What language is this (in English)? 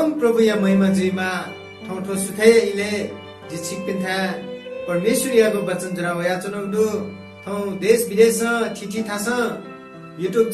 Newari